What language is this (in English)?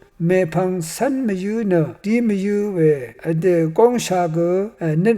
Rawang